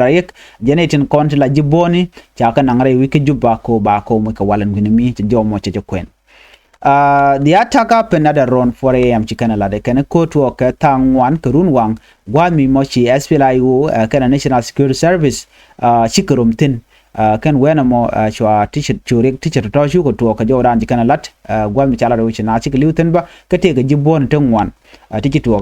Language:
Nuer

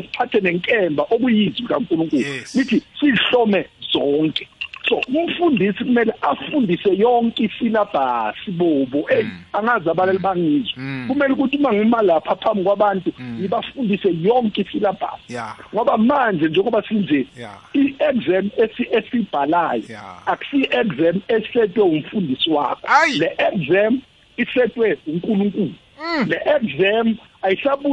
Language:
South Ndebele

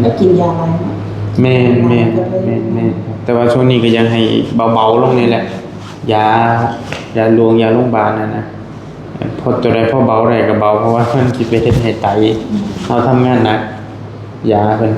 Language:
Northeastern Thai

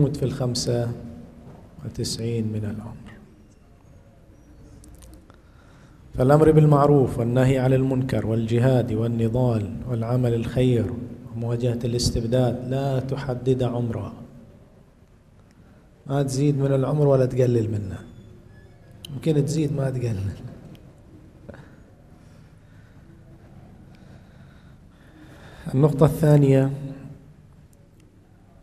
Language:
Arabic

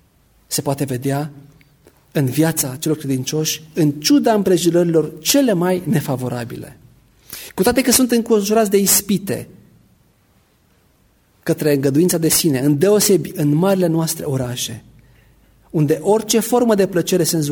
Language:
Romanian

